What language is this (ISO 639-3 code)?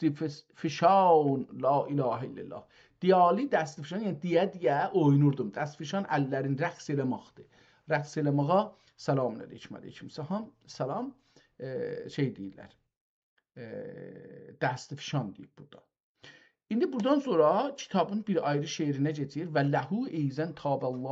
azb